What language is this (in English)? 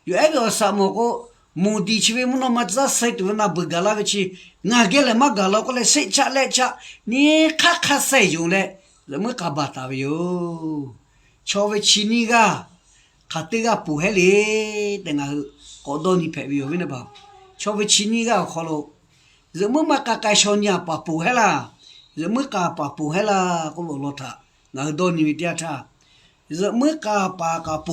Lahu